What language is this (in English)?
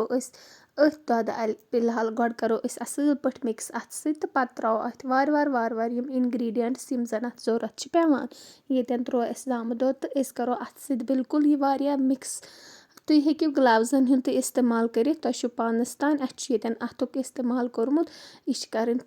Kashmiri